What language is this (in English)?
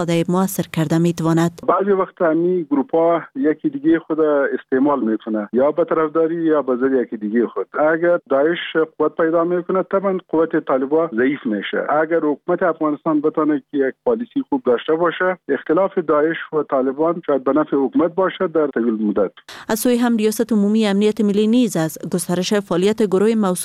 Persian